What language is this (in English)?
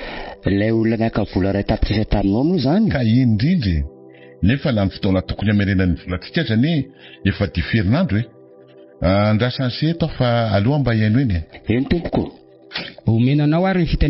Malagasy